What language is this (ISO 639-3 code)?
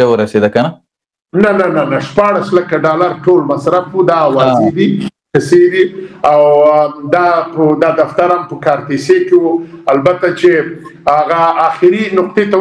pus